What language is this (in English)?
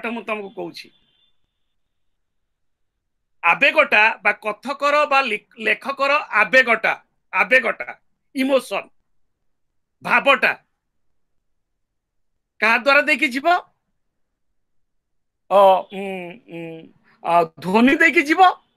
Odia